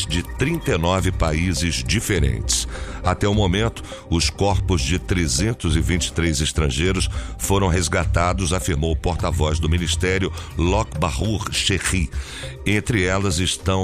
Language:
Portuguese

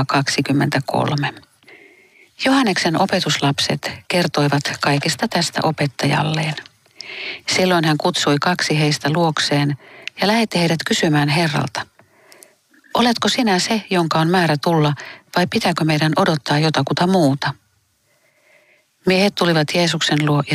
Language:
Finnish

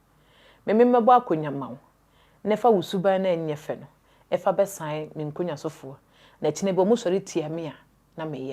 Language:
Akan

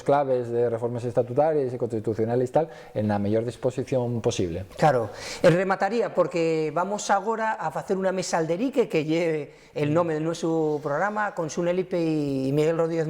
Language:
Asturian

